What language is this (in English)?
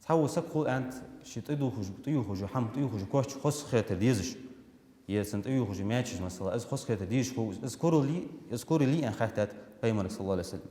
Ingush